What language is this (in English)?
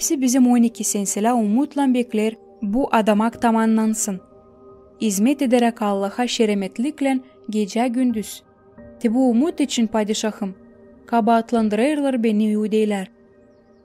Gagauz